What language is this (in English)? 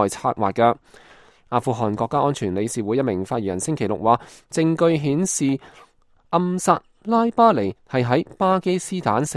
Cantonese